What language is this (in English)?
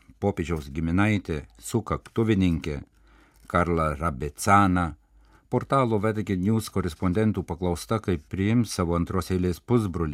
Lithuanian